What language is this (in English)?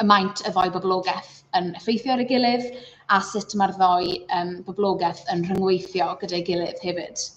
Welsh